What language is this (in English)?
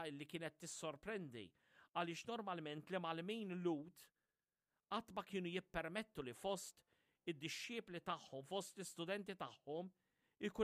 Maltese